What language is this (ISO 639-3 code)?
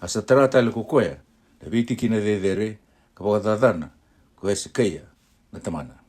fij